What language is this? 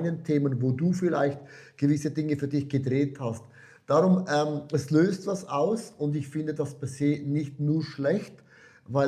Swiss German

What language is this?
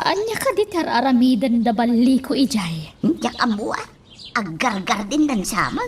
Iloko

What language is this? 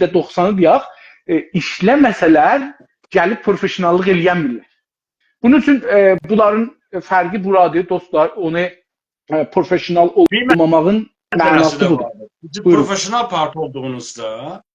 South Azerbaijani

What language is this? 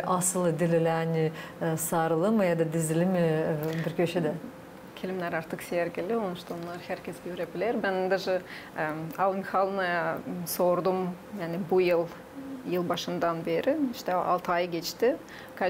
Gagauz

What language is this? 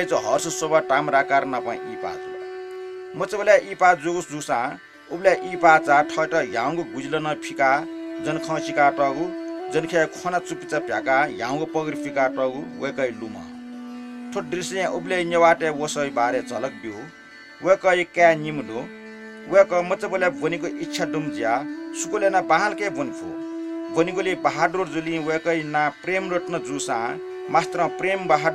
Newari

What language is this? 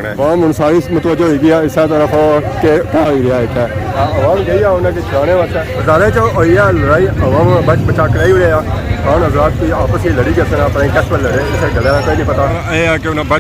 Pahari-Potwari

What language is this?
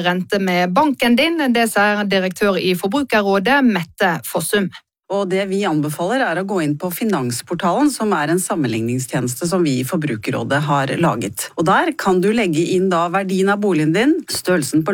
Norwegian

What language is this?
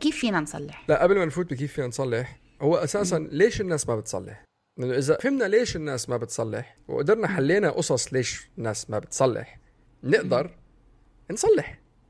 North Levantine Arabic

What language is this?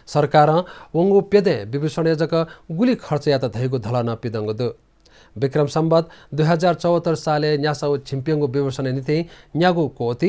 Newari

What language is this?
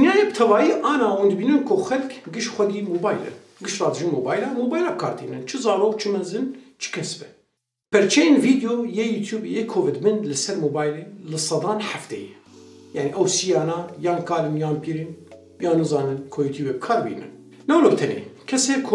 Kurdish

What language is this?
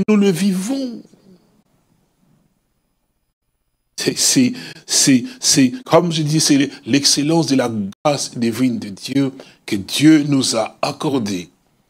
French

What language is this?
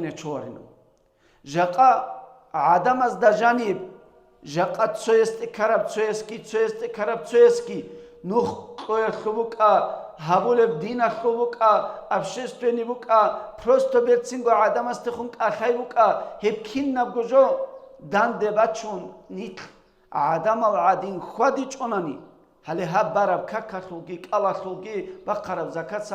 Avaric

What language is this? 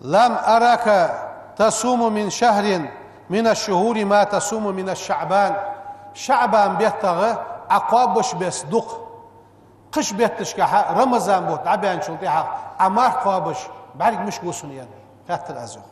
Ingush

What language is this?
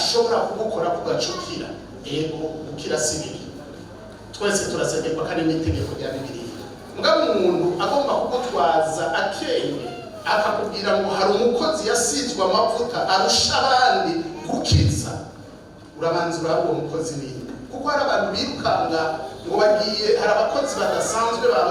Rundi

